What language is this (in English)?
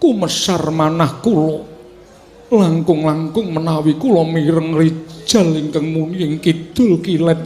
Javanese